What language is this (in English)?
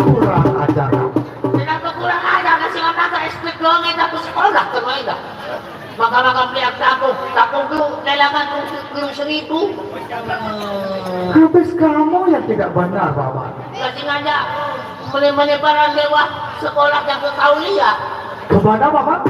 Sasak